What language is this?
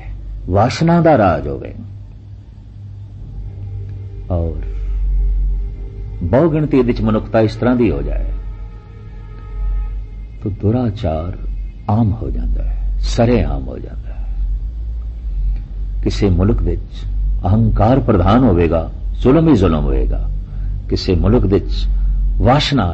Punjabi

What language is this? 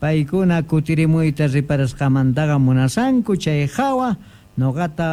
South Bolivian Quechua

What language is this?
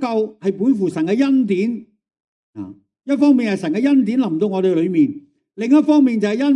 Cantonese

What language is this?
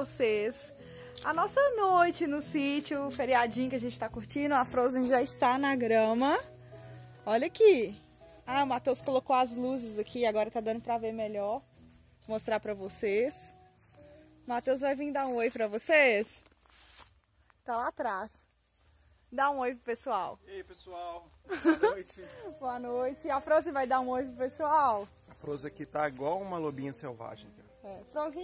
Portuguese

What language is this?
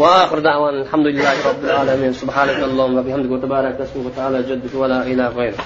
Uyghur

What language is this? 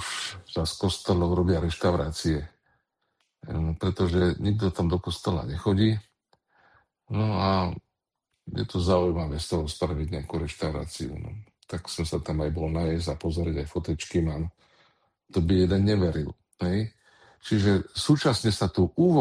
Slovak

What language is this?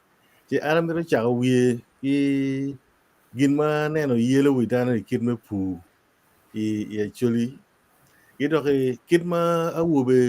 Acoli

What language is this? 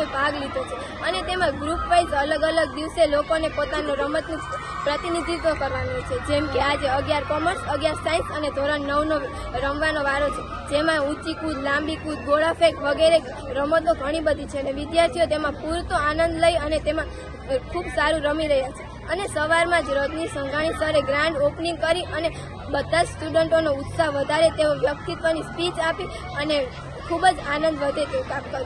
Gujarati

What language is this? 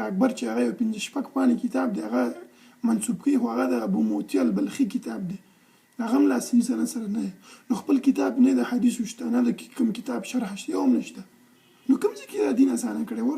Pashto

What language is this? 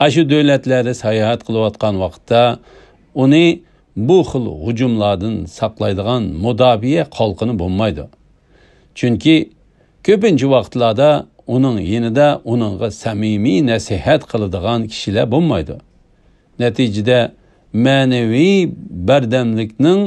Uyghur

